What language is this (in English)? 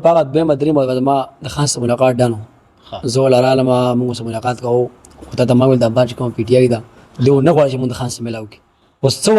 Pashto